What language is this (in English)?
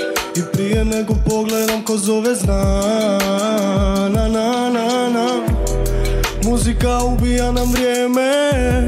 Croatian